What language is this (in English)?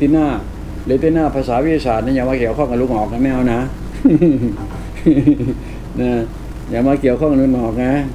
Thai